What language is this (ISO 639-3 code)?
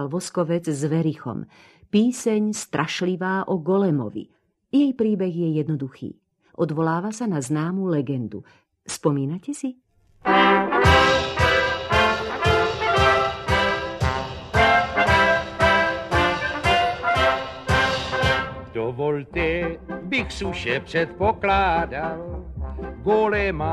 slk